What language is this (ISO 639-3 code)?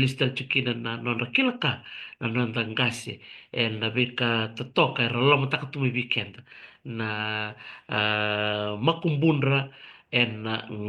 fij